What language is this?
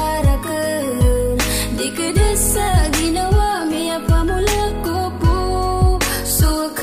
Maranao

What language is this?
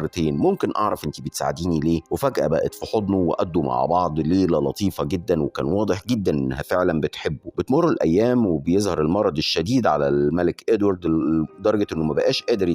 Egyptian Arabic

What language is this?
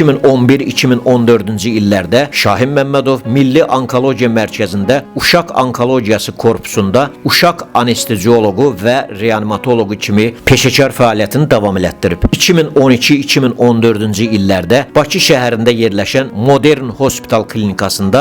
Azerbaijani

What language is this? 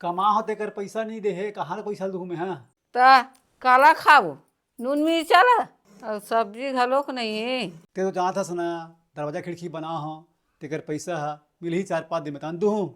Chhattisgarhi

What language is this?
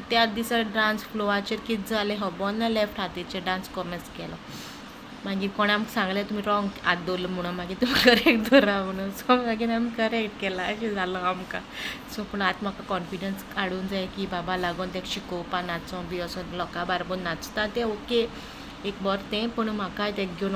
Konkani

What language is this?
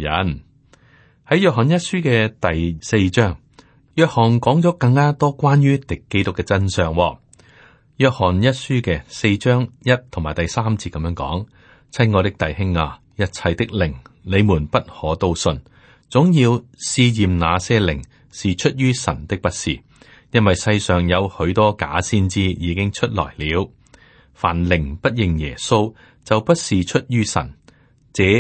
Cantonese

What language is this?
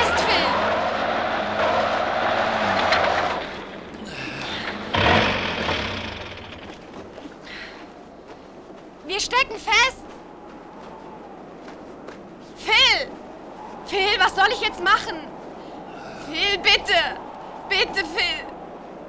German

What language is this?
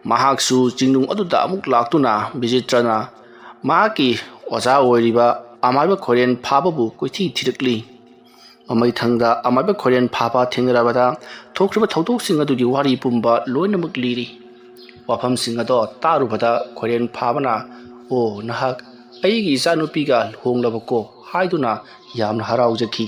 Manipuri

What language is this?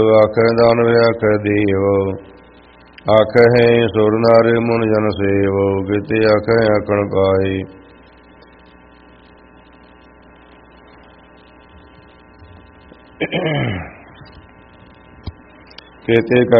Punjabi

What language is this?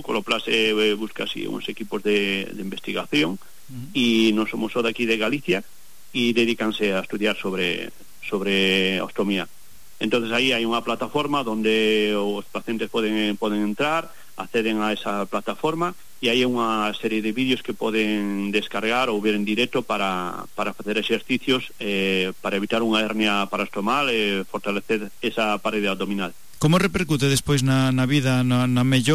Galician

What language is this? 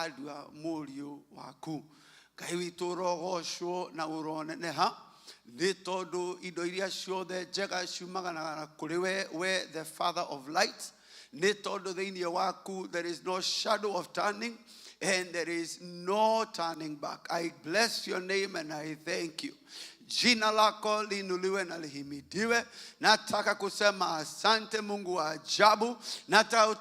Kikuyu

